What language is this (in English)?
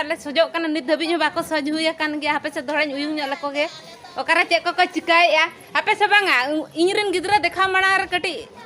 Santali